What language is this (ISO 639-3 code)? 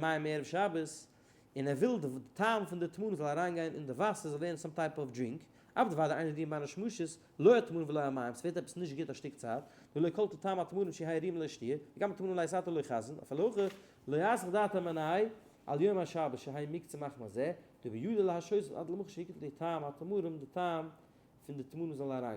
yid